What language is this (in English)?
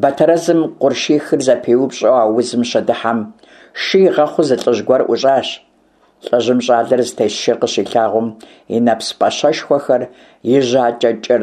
Kabardian